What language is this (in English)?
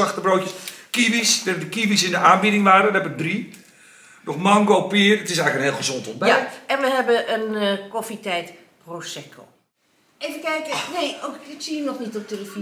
Dutch